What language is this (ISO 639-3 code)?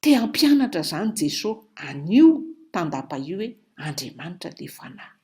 mlg